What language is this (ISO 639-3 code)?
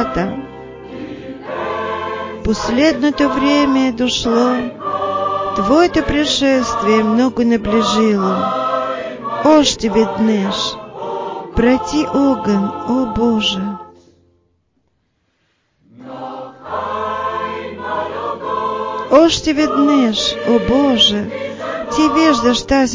bul